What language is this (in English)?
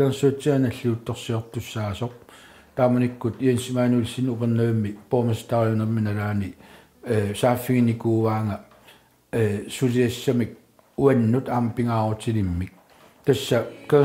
Kalaallisut